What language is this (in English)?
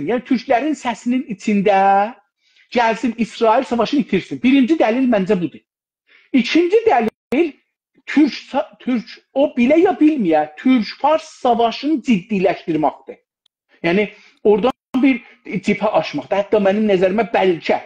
South Azerbaijani